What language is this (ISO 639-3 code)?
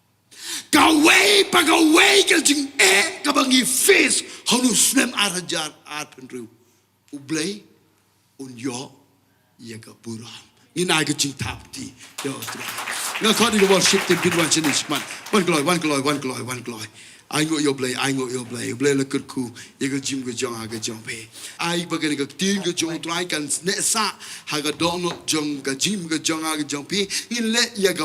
kha